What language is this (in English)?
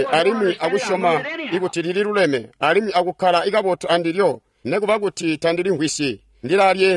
Tonga (Zambia)